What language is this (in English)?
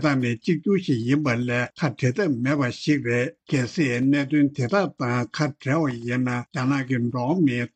Tibetan